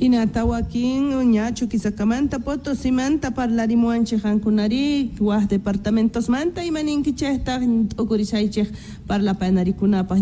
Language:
South Bolivian Quechua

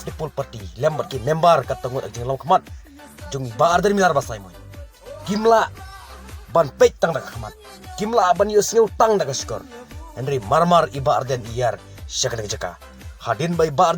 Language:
Khasi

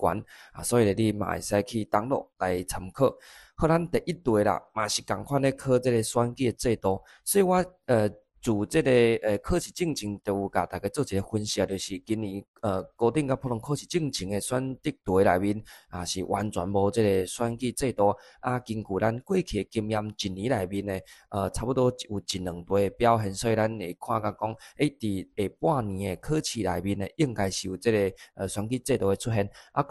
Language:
Min Nan Chinese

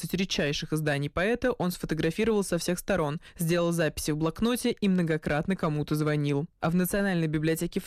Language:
Russian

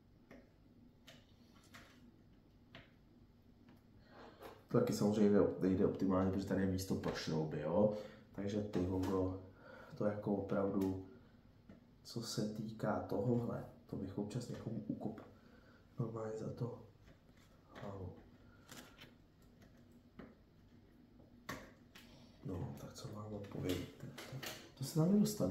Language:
Czech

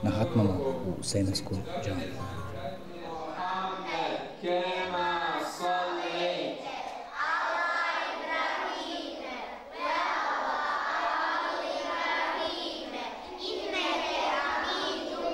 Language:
Bosnian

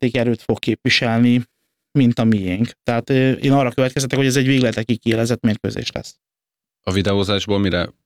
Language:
Hungarian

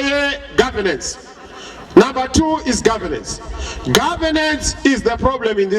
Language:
Shona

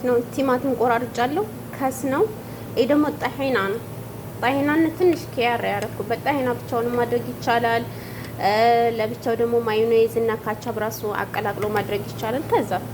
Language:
Amharic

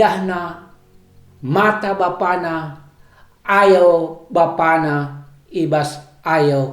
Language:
Batak Karo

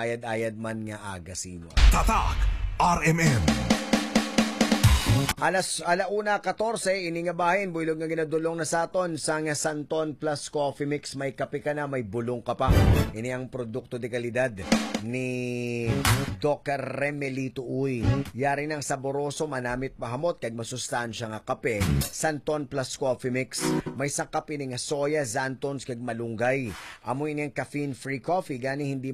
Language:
Hiligaynon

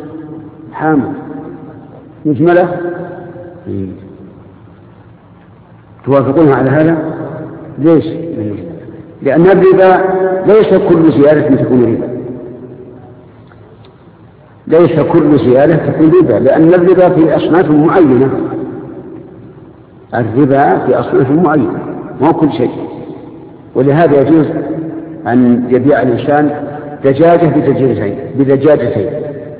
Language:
Arabic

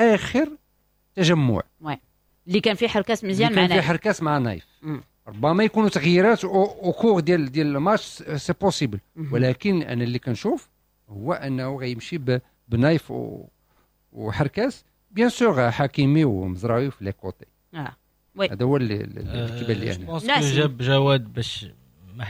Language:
Moroccan Arabic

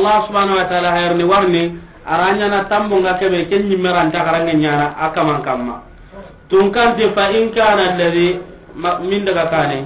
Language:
Soninke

